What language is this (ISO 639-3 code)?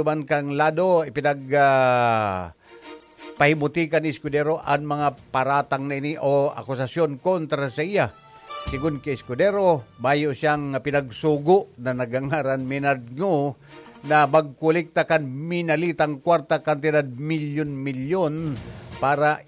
bik